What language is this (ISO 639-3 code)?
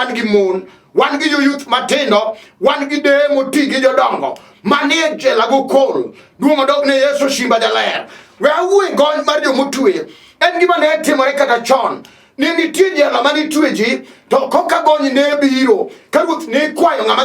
luo